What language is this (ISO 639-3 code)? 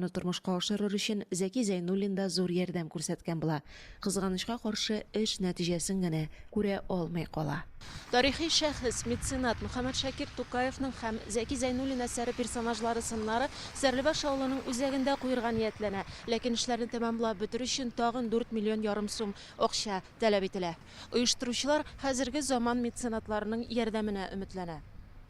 tat